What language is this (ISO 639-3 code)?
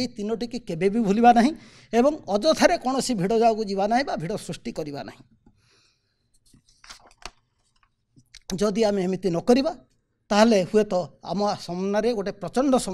ori